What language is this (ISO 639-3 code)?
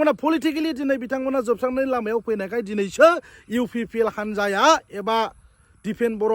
brx